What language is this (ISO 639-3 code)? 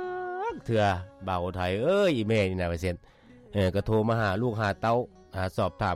lao